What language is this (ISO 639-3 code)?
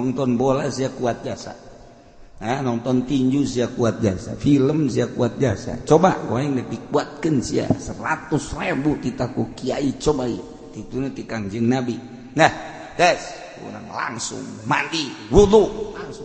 sun